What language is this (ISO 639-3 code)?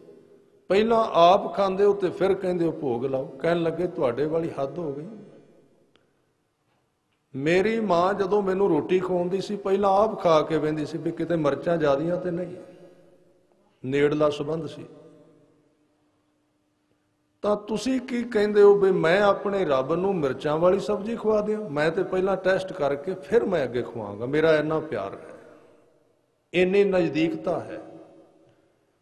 pan